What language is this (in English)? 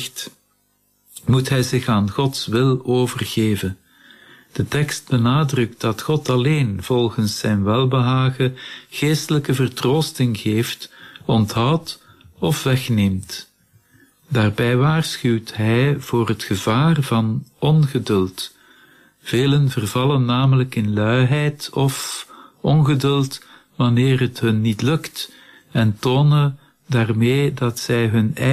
Dutch